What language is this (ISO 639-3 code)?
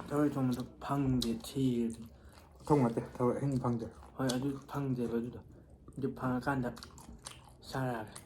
mni